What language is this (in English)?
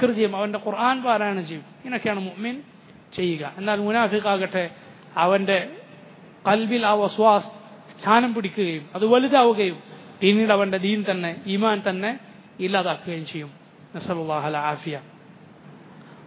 Malayalam